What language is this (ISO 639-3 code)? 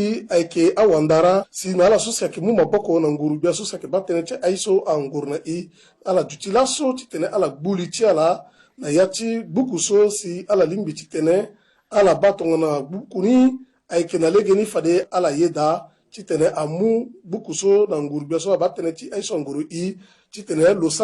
sag